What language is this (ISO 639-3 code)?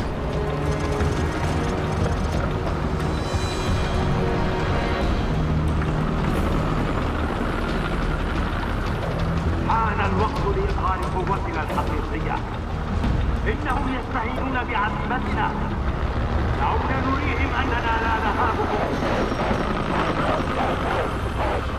ara